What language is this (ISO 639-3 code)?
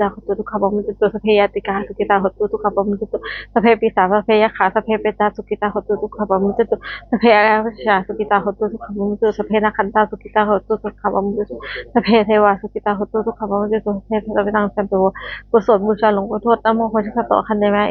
pli